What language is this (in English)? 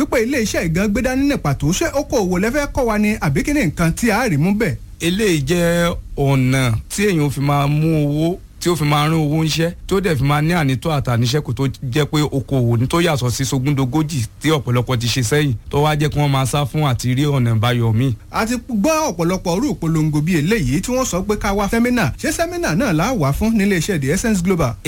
Yoruba